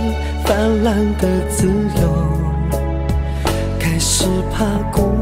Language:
Chinese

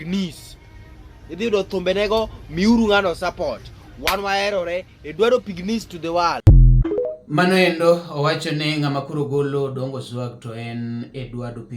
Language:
Luo (Kenya and Tanzania)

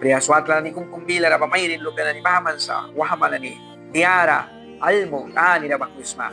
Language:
Mískito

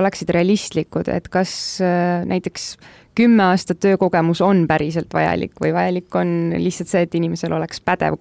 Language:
Estonian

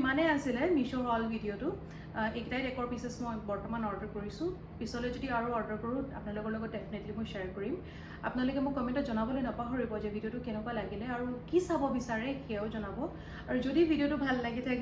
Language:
Assamese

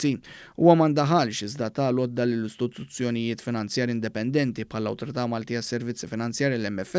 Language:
Maltese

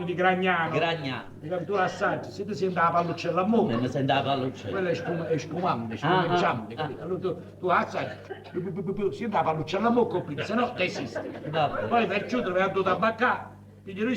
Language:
Neapolitan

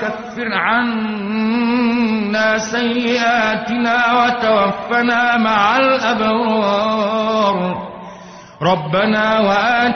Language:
Arabic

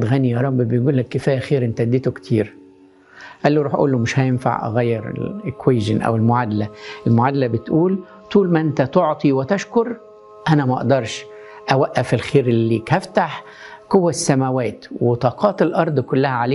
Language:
Egyptian Arabic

